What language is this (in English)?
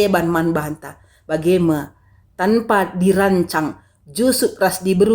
Batak Karo